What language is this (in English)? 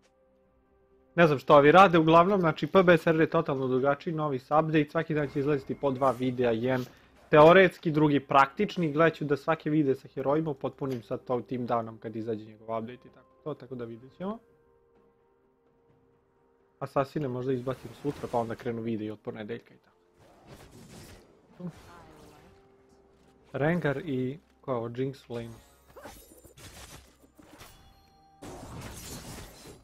Croatian